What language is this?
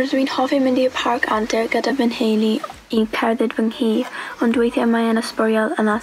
Welsh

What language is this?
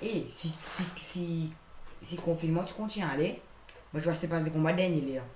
Morisyen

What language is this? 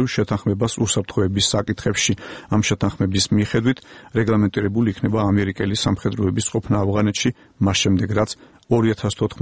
Georgian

